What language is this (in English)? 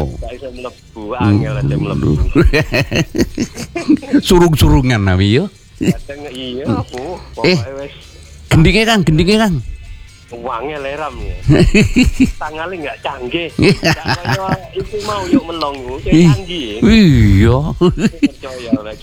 Indonesian